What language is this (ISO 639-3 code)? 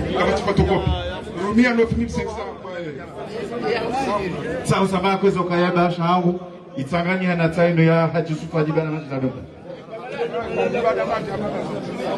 swa